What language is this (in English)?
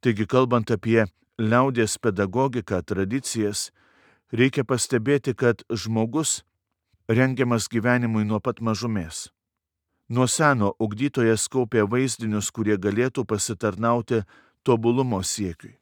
Lithuanian